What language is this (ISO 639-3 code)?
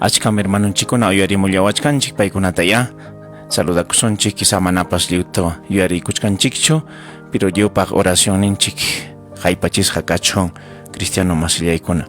quy